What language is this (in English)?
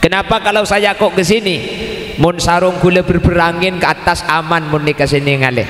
Madurese